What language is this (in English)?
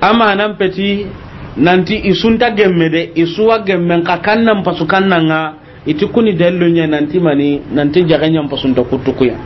Soninke